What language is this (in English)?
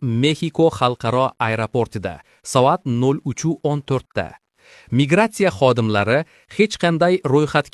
Uzbek